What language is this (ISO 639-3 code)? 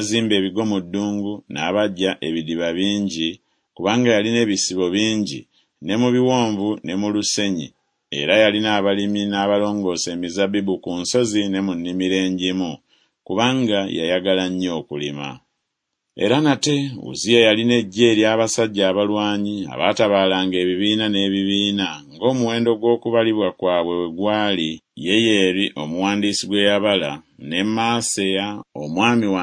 lug